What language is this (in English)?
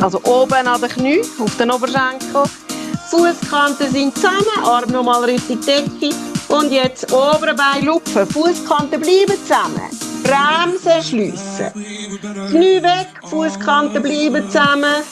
Swiss German